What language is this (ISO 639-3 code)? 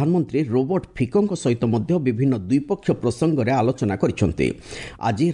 ori